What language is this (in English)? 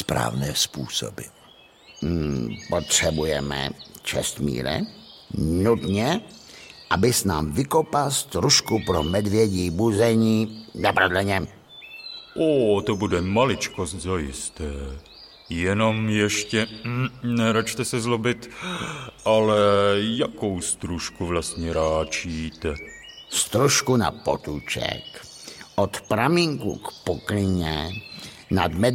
Czech